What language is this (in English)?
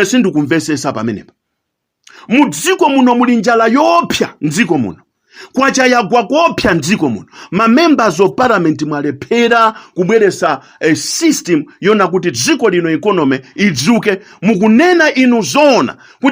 Nyanja